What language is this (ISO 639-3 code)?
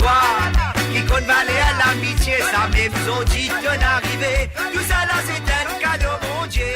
mfe